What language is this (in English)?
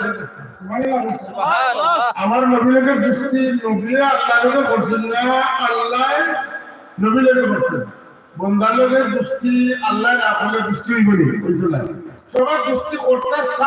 Sylheti